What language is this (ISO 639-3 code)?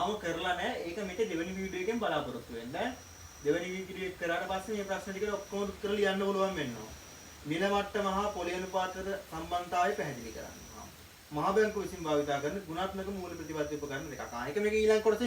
sin